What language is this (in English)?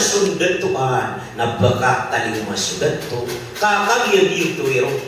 Maranao